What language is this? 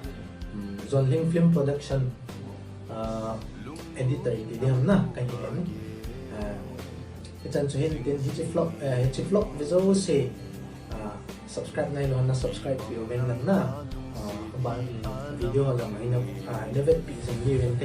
Thado Chin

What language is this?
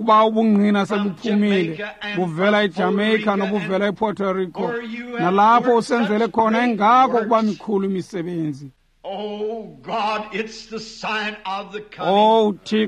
Xhosa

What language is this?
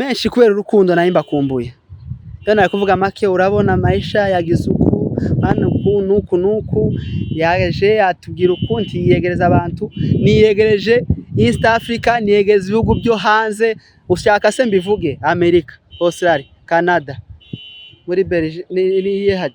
Kinyarwanda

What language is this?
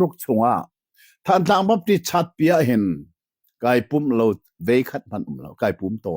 Hakha Chin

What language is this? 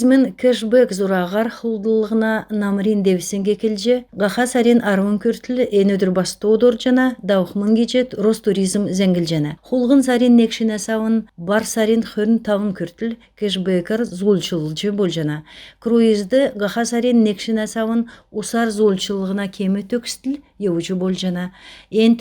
Kalmyk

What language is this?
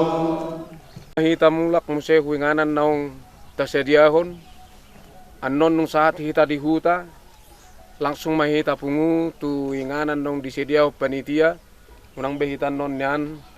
Batak Toba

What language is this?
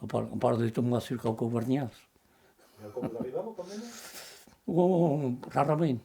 Occitan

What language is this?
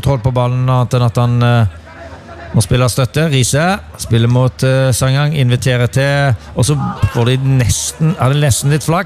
Norwegian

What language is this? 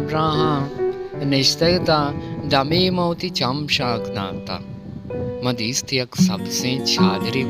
Baluchi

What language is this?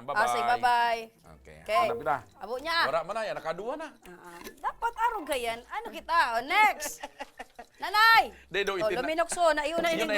Bikol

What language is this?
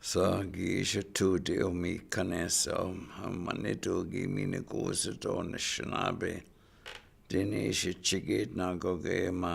Chippewa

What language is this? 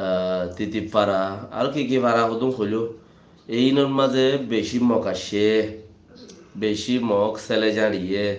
Rohingya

